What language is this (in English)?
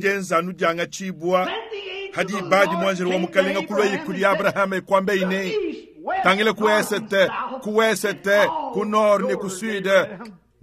Luba-Lulua